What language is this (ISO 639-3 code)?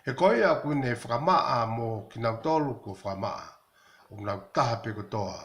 ton